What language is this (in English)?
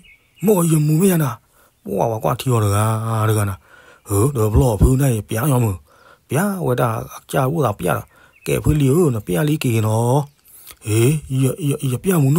S'gaw Karen